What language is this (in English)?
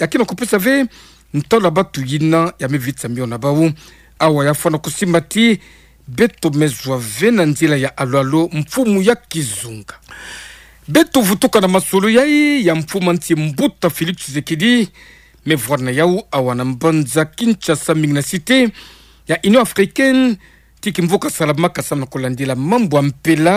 Kituba (Democratic Republic of Congo)